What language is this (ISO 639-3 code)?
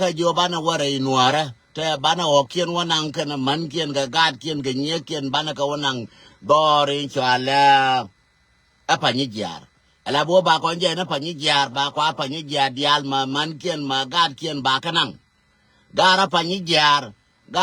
nus